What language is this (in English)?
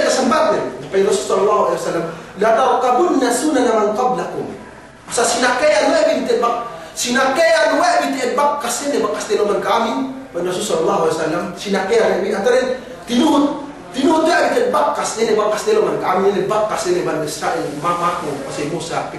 Yakan